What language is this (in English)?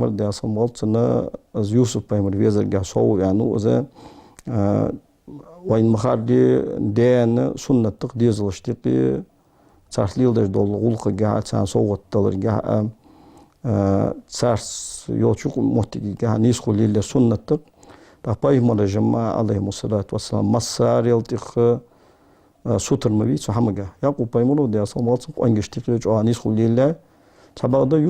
Ingush